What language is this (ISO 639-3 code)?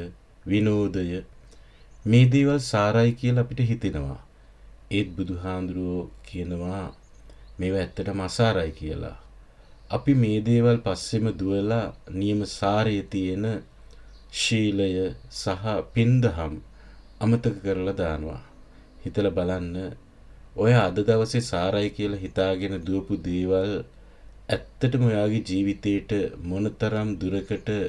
sin